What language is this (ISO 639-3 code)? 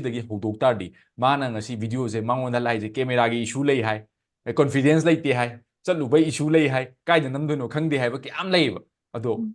mni